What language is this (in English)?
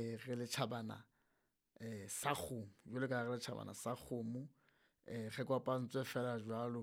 Southern Sotho